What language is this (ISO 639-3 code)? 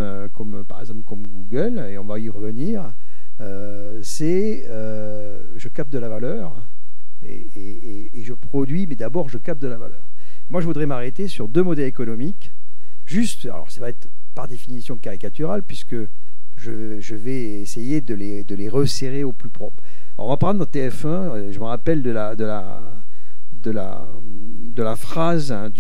fra